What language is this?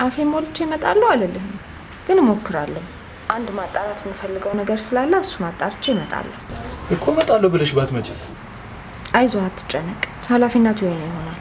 Amharic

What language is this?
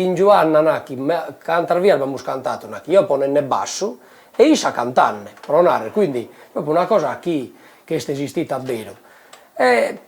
Sardinian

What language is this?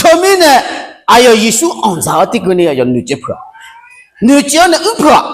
Akha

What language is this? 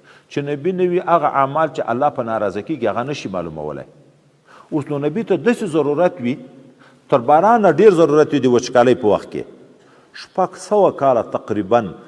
Pashto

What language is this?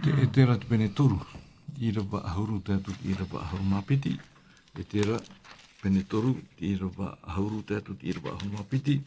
Tahitian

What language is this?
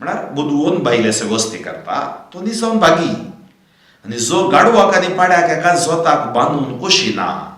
Konkani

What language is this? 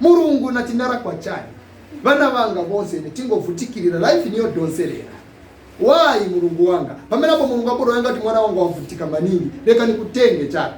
Nyanja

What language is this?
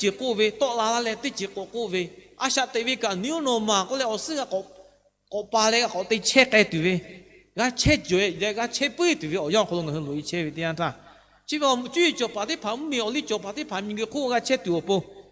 Lahu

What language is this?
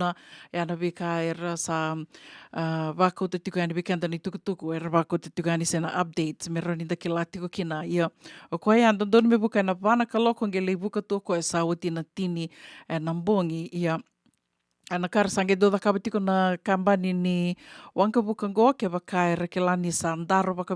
Fijian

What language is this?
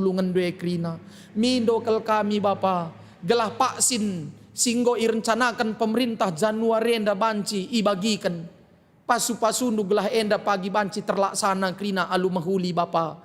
Batak Karo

